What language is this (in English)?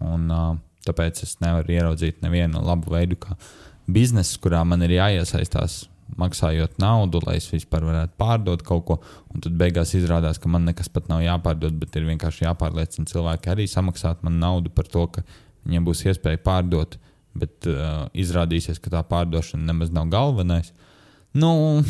Latvian